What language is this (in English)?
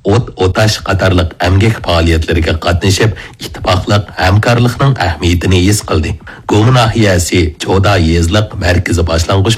Uyghur